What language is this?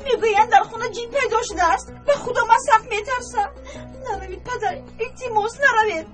Tajik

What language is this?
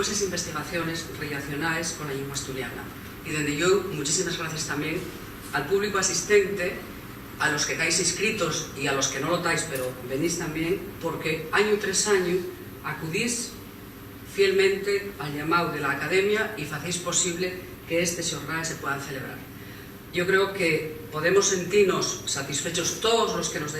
Asturian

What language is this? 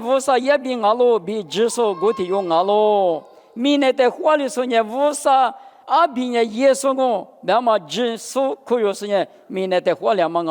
Lisu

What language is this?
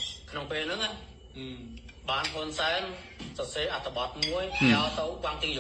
Khmer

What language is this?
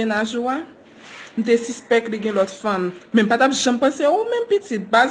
Haitian Creole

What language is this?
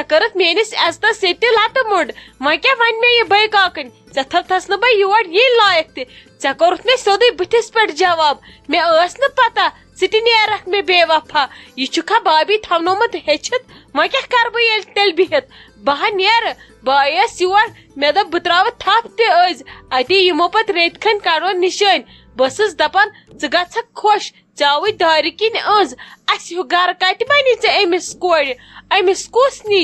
Kashmiri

